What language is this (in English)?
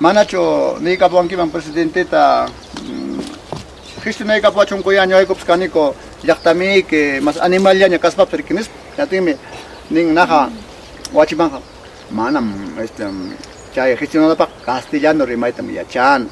Ayacucho Quechua